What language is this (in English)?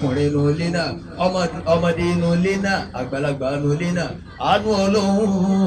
Yoruba